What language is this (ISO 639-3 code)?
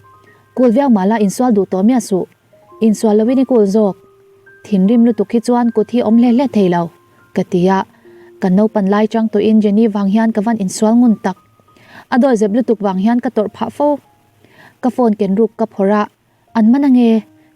lus